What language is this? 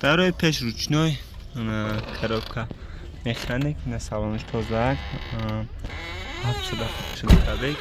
Tajik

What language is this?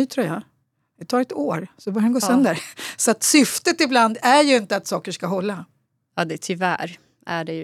Swedish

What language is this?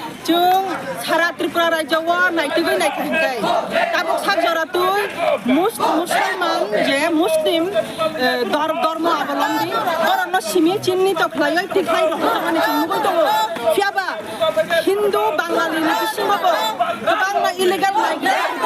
Kok Borok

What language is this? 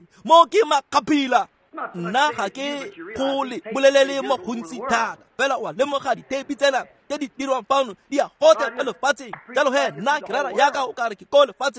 Tswana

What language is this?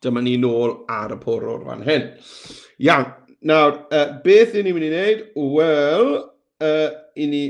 Welsh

